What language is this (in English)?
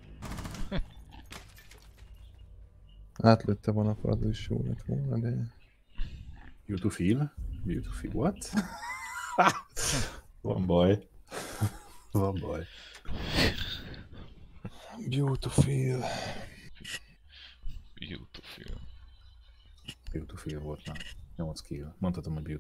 Hungarian